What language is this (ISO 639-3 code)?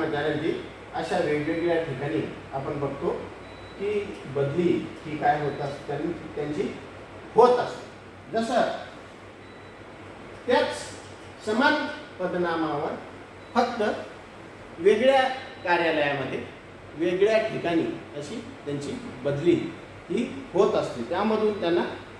mar